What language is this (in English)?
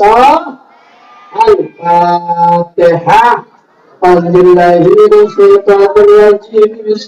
Betawi